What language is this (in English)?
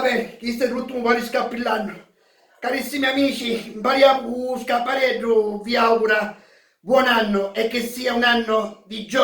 Sicilian